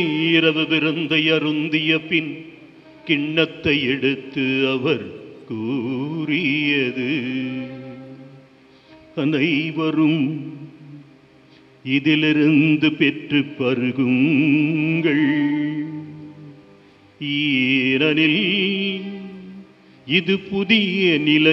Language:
Tamil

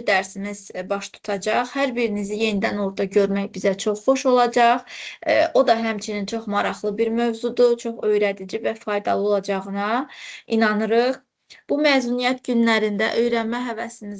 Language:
Azerbaijani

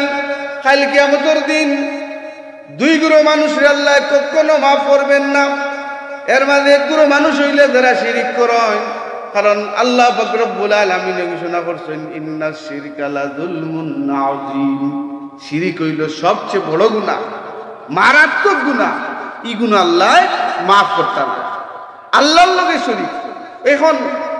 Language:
Sylheti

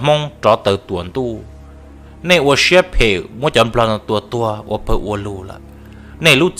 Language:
Hmong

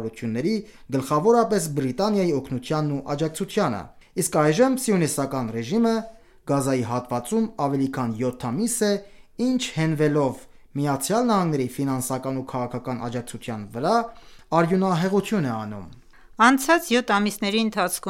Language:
Armenian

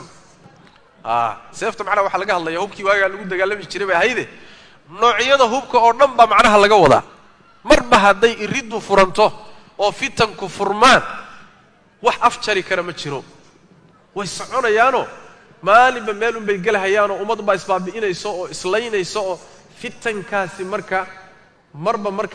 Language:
Somali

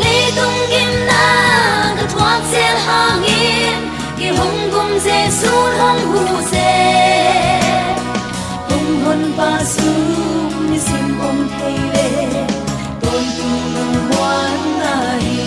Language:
Tedim Chin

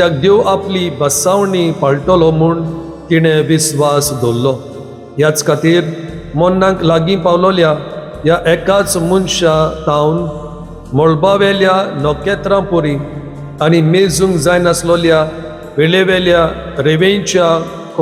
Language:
Konkani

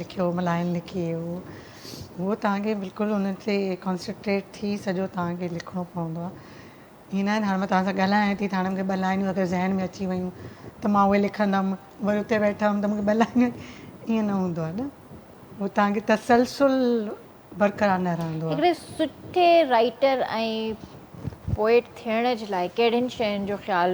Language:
Sindhi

